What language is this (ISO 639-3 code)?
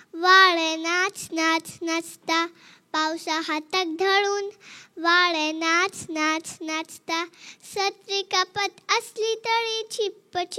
kok